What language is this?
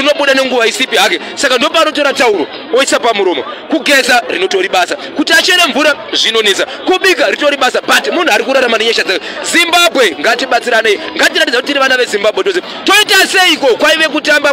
Shona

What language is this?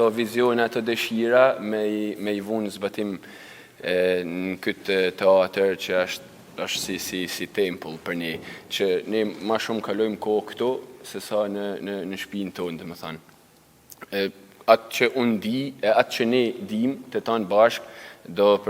Albanian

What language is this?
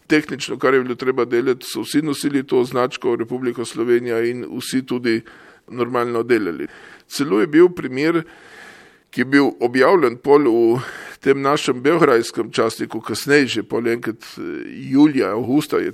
Slovenian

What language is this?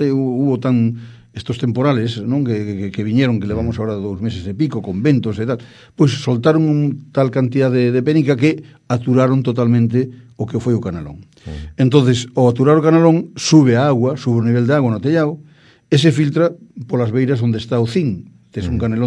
Galician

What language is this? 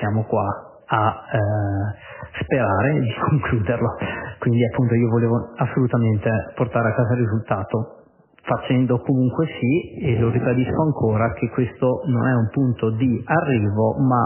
Italian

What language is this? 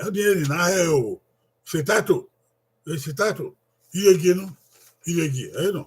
Bini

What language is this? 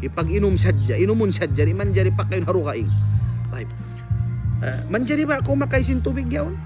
Tausug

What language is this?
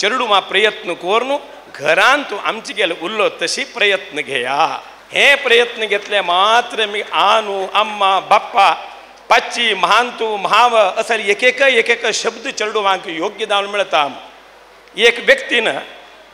Konkani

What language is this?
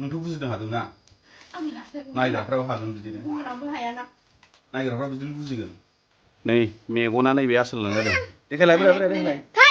Bodo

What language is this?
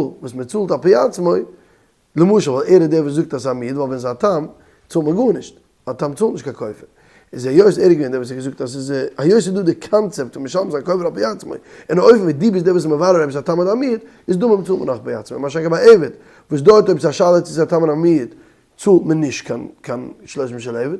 Yiddish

